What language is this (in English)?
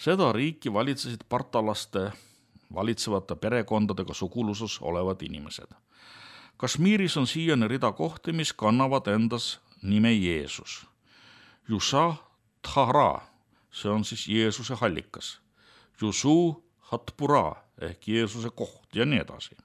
Estonian